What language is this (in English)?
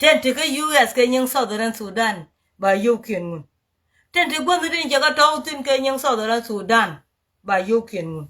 Nuer